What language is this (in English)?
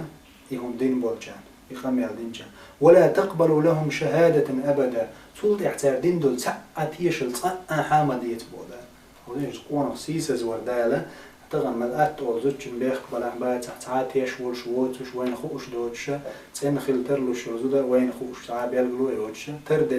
Chechen